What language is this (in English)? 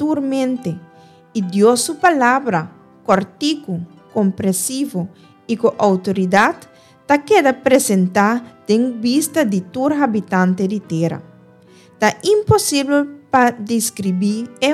Papiamento